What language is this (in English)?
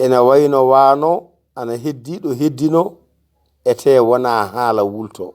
Fula